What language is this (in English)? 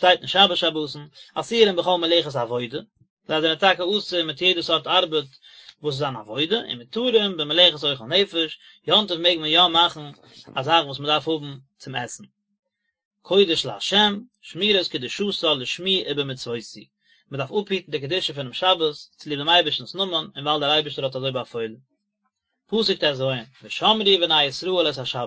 Yiddish